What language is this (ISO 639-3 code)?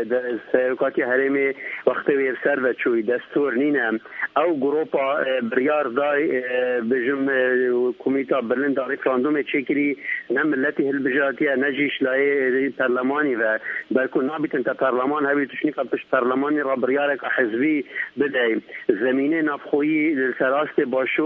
kur